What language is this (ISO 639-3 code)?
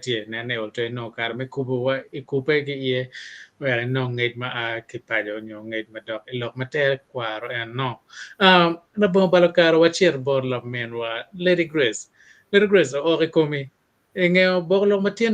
ach